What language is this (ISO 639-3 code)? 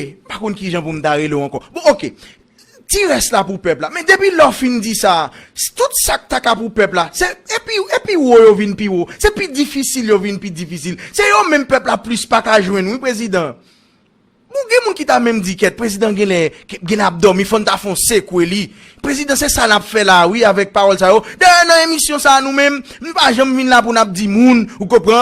hat